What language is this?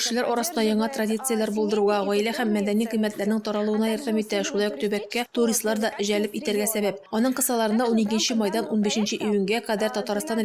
Tatar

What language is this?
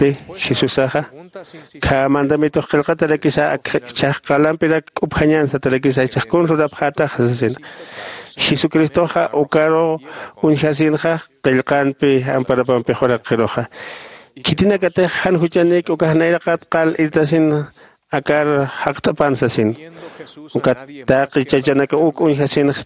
Aymara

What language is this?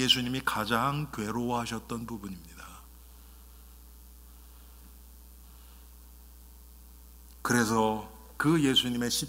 Korean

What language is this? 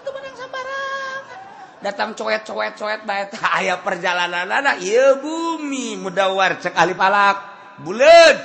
Sundanese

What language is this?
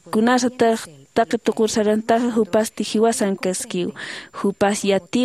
Aymara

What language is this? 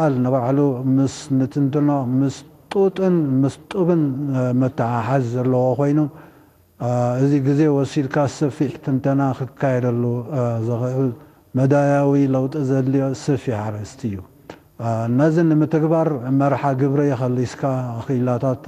Tigrinya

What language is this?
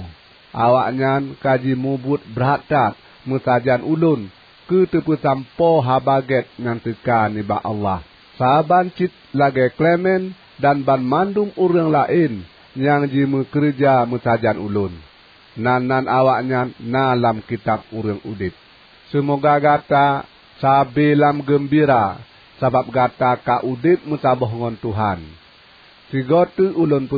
Achinese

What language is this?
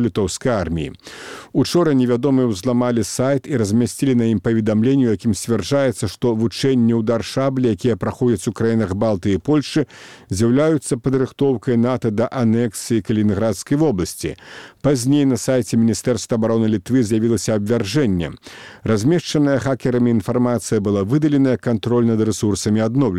Belarusian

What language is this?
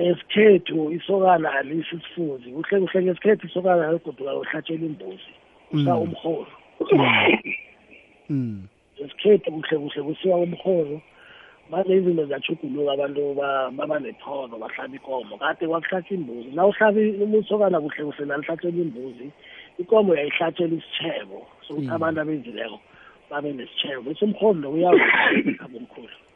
South Ndebele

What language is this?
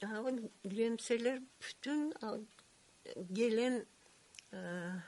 Crimean Tatar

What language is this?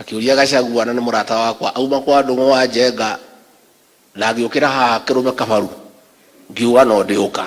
Kikuyu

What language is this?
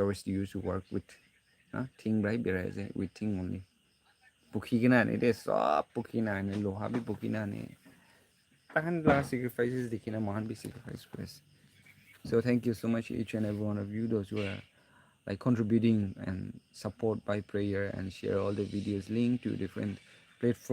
Naga Pidgin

